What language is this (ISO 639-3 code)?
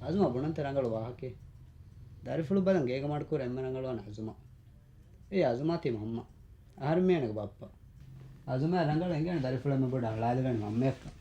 div